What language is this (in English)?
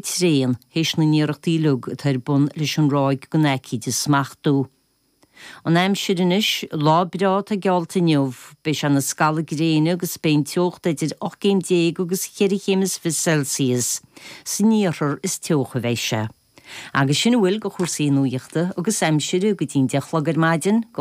Irish